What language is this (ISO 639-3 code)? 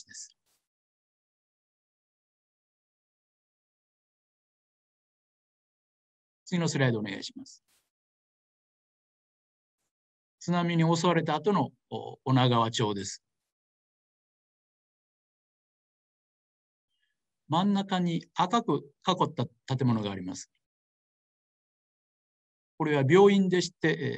jpn